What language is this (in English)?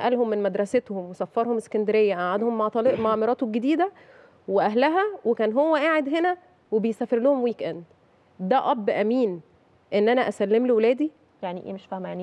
Egyptian Arabic